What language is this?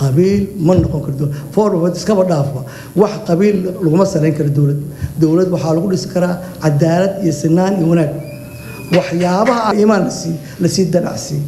Somali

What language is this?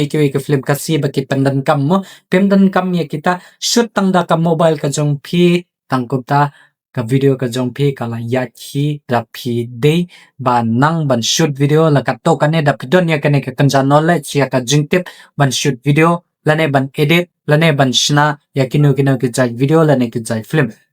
Khasi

